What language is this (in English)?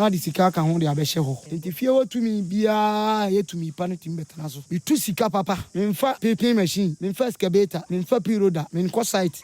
Akan